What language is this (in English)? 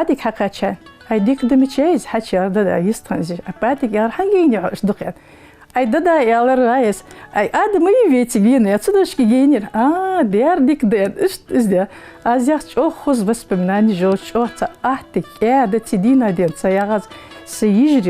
Ingush